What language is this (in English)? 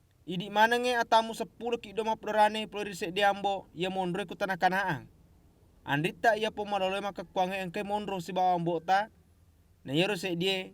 Buginese